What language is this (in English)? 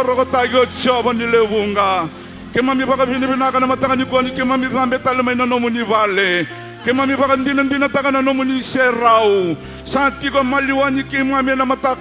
Fijian